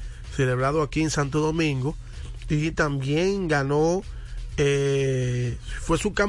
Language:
Spanish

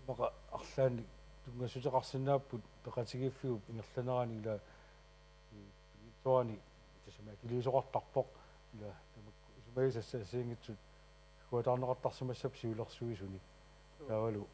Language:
Kalaallisut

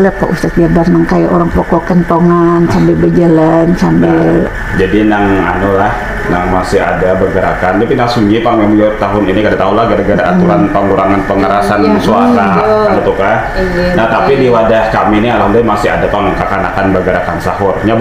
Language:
Banjar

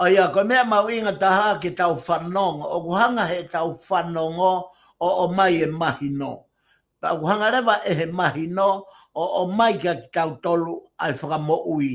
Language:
Tongan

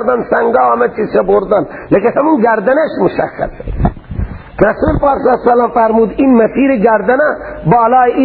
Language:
Persian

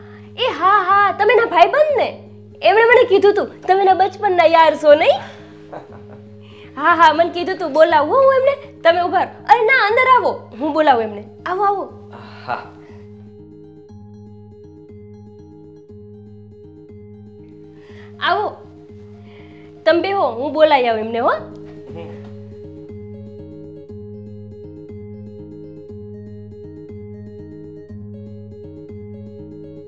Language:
Gujarati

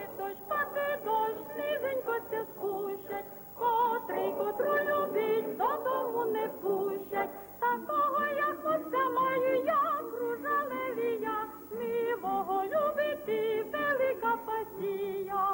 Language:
Rusyn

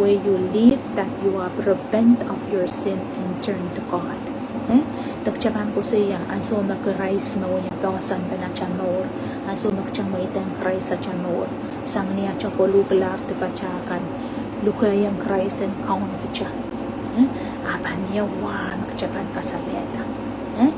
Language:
Pohnpeian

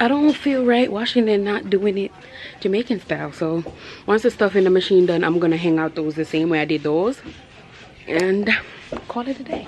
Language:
Jamaican Creole English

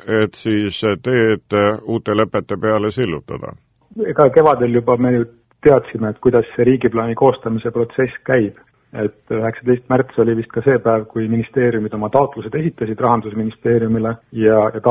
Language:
Estonian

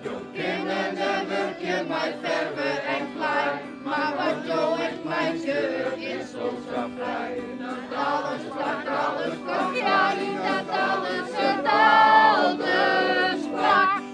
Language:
Western Frisian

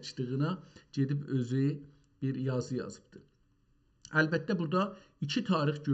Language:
South Azerbaijani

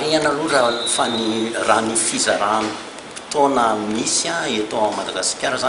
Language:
Malagasy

